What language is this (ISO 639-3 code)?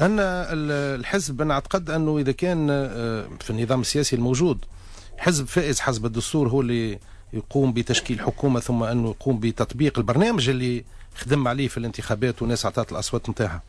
aeb